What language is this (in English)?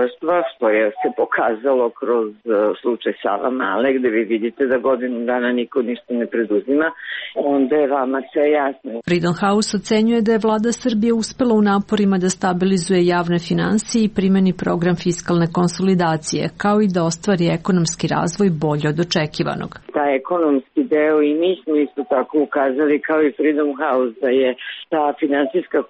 Serbian